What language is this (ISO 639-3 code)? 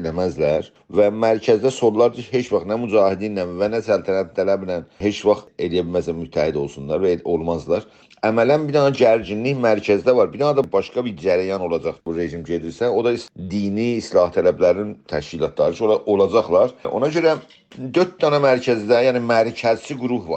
azb